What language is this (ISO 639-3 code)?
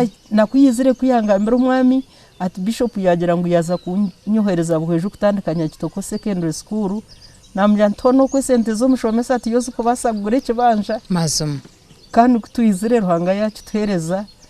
nyn